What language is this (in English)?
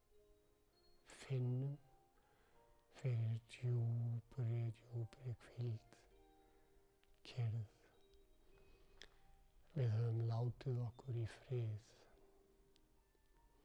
Icelandic